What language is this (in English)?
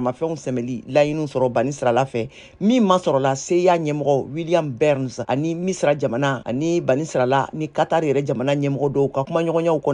Bambara